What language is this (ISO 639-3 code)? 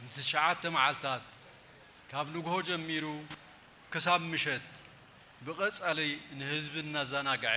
tir